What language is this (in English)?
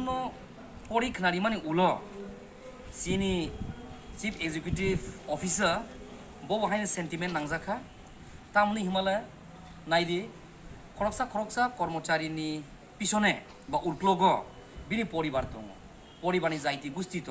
Kok Borok